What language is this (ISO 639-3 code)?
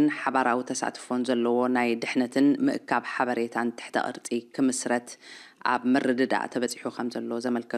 tir